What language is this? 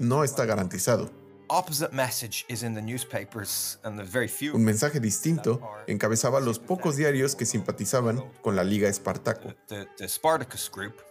Spanish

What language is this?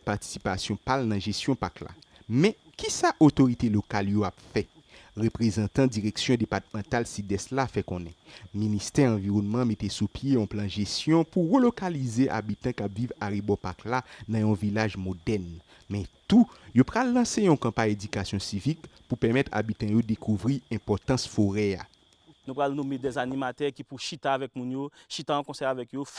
Haitian Creole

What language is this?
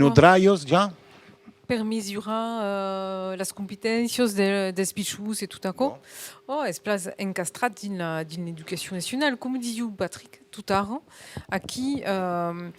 Occitan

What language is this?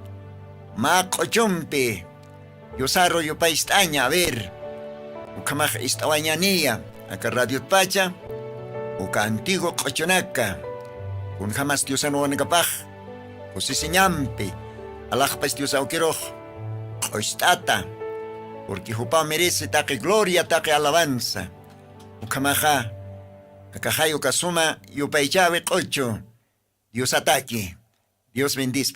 Aymara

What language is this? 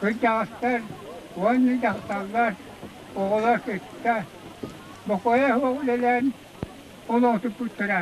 Yakut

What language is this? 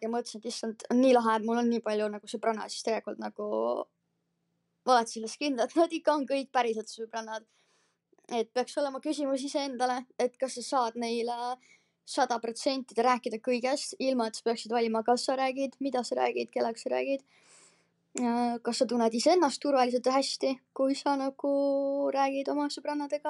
Estonian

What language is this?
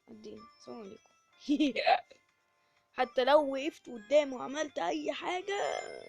Egyptian Arabic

